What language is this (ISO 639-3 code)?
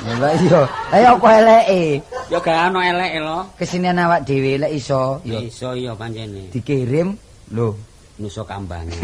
jav